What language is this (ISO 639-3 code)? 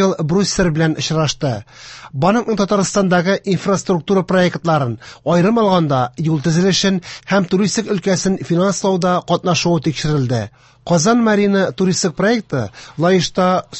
tat